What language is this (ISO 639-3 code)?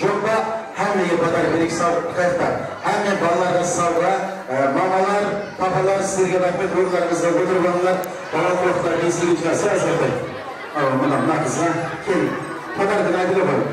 kaa